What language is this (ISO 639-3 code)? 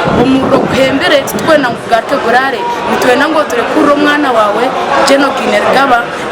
nyn